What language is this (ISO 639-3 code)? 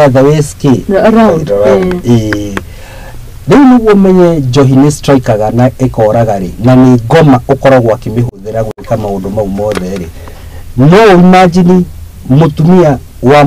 kik